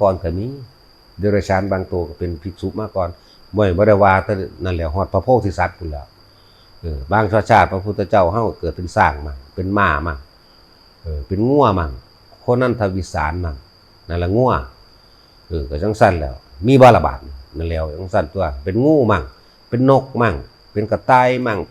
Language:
Northeastern Thai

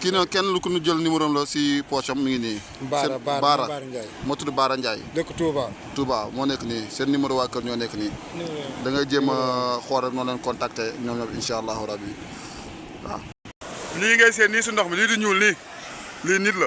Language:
Wolof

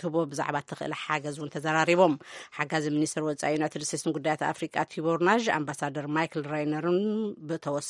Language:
Tigrinya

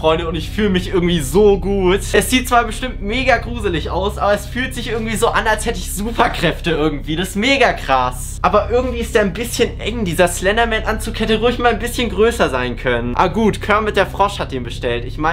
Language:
German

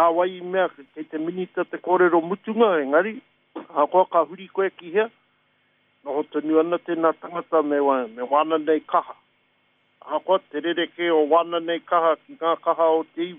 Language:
Māori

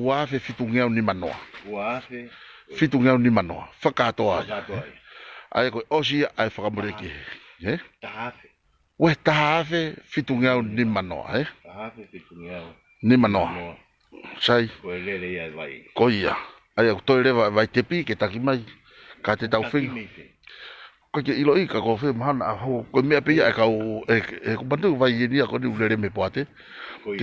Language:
Tongan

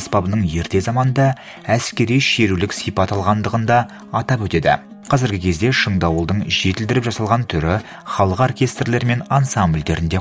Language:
Kazakh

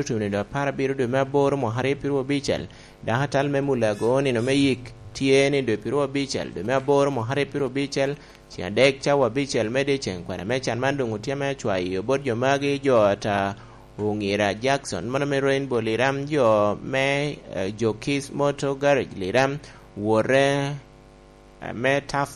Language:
Lango (Uganda)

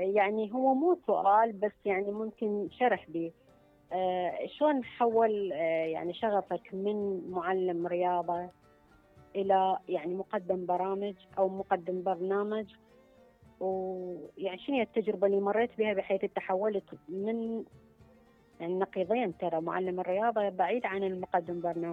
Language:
Mesopotamian Arabic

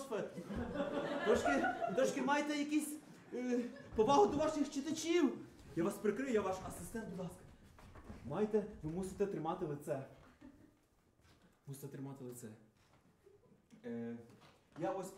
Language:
Ukrainian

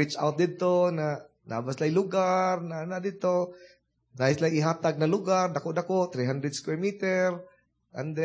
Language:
Cebuano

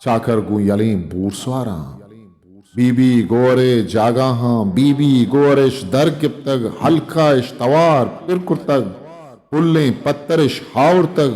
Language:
Eastern Balochi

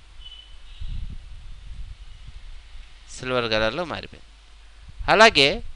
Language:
Telugu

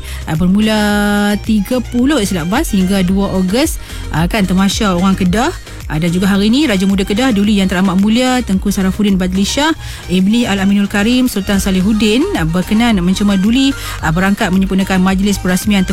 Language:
Malay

